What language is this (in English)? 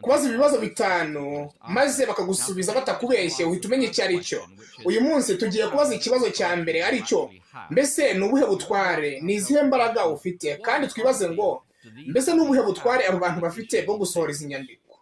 Kinyarwanda